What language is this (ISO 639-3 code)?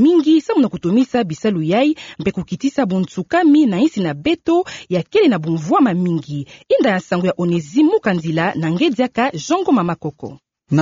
ktu